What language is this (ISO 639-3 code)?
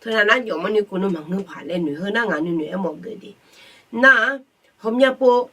ahk